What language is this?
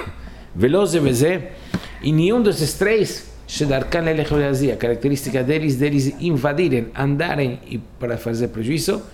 Portuguese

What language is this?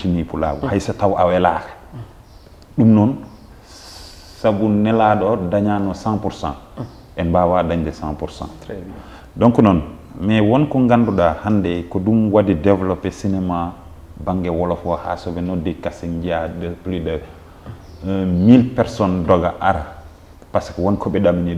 Fula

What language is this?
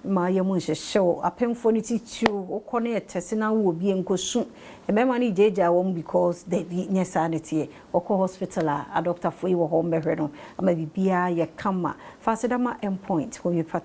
Akan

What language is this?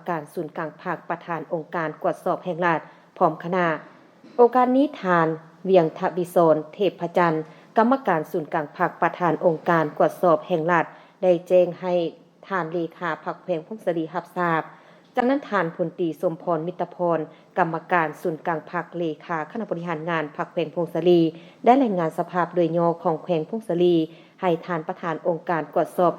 Lao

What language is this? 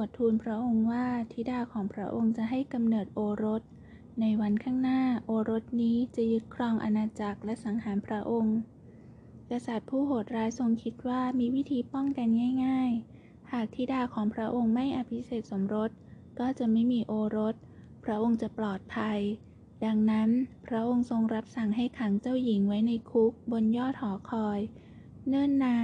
Thai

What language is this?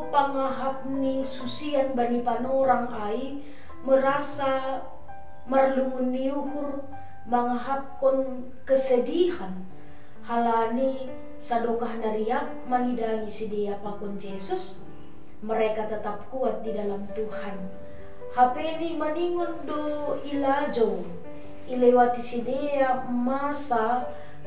Batak Simalungun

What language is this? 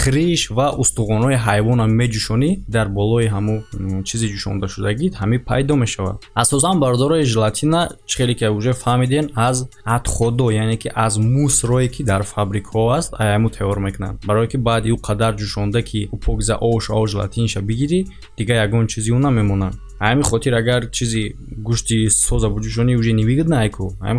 Tajik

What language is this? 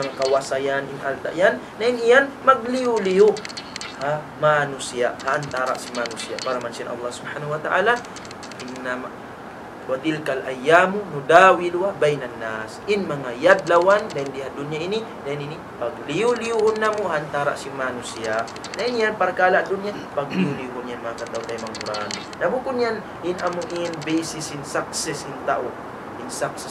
Tausug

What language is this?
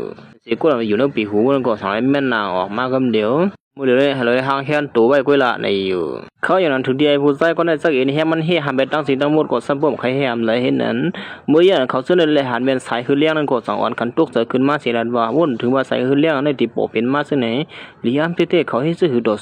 Shan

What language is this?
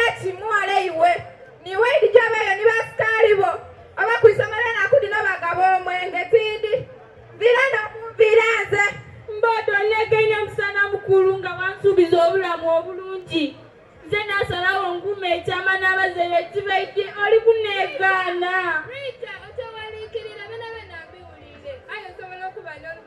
Soga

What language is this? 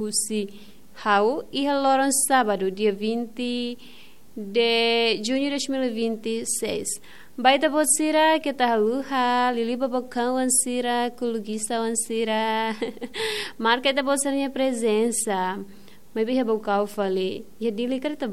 Tetum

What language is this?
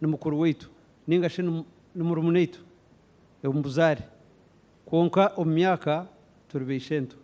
Nyankole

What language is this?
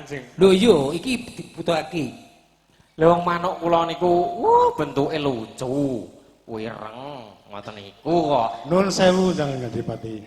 Javanese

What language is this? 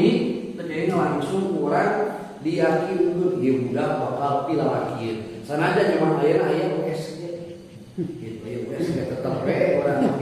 Sundanese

